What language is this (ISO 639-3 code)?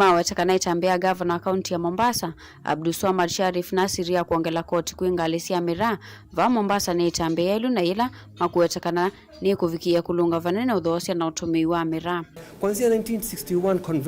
kam